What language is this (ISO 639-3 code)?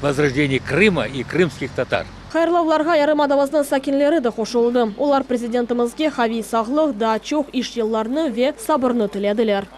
crh